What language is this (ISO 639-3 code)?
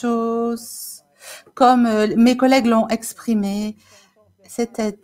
fra